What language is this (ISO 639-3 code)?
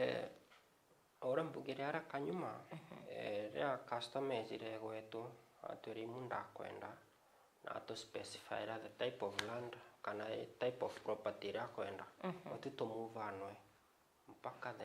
mer